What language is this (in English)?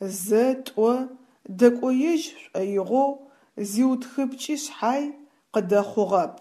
Adyghe